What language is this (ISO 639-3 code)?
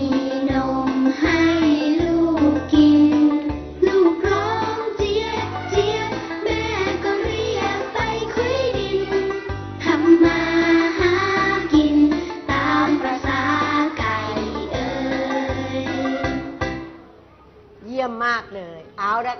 tha